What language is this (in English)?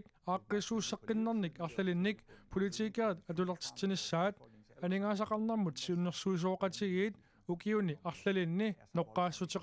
Kalaallisut